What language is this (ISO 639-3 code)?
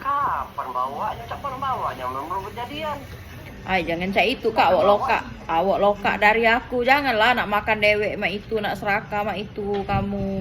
mui